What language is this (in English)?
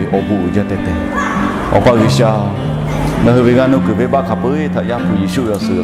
Lahu